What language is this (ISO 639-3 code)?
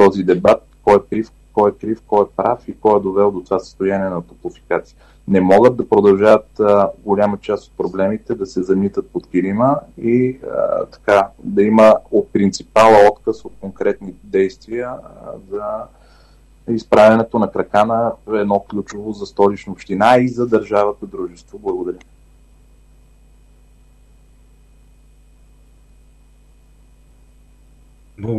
bul